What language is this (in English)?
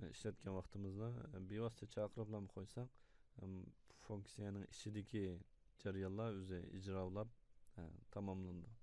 Uyghur